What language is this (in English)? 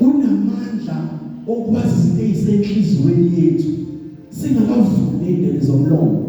Zulu